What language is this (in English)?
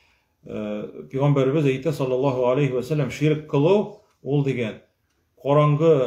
Tatar